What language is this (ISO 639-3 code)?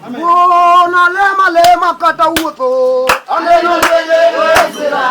luo